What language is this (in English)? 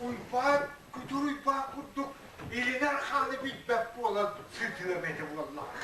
Yakut